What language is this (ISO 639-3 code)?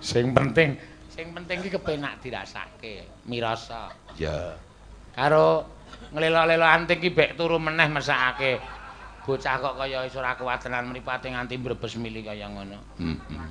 jav